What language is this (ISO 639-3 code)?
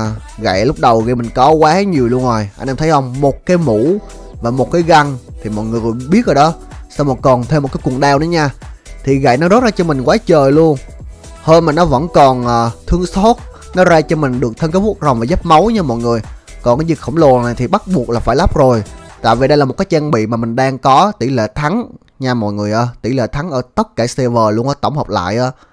vie